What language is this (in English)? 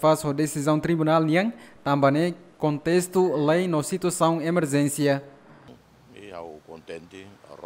Tetum